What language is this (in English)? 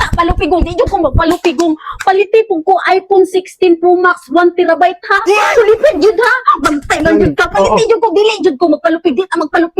Cebuano